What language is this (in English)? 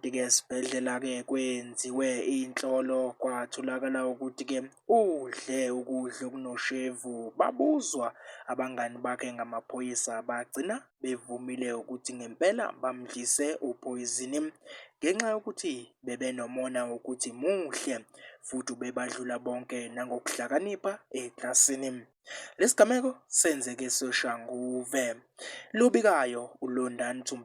Zulu